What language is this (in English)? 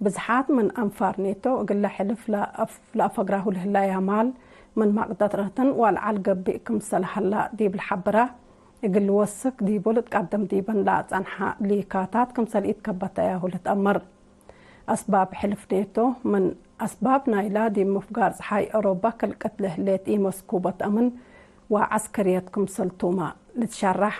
Tigre